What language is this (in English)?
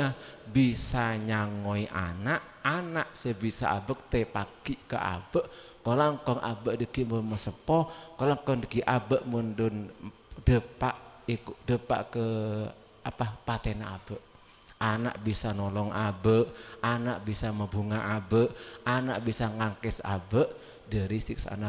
Madurese